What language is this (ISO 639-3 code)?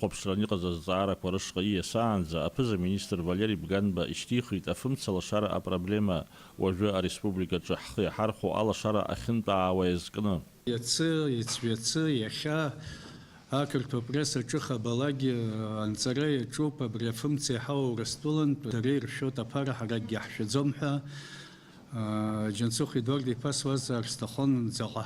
abk